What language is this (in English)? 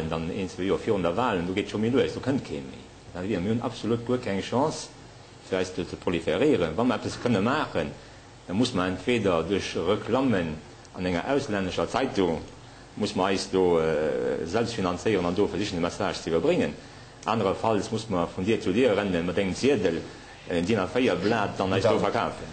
Luxembourgish